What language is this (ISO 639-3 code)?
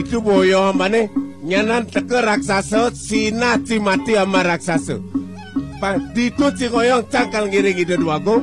ban